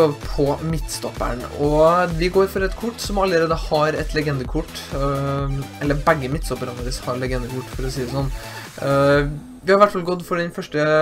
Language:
Norwegian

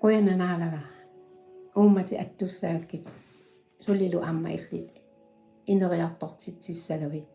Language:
Kalaallisut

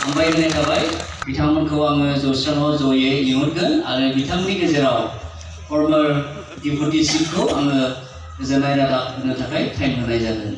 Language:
Bodo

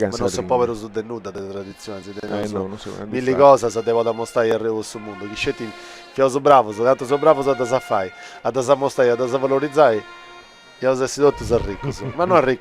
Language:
Sardinian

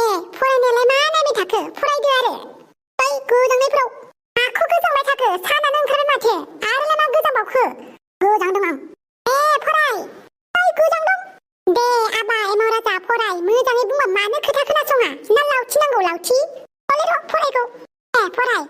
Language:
Bodo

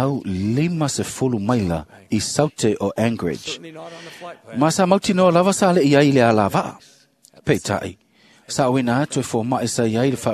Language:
Samoan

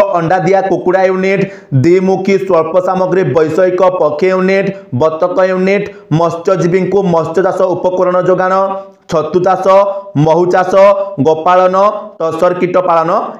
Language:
Odia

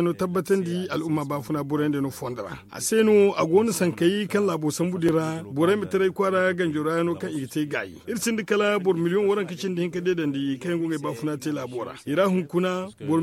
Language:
Zarma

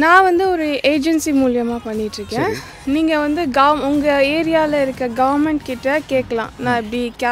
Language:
Tamil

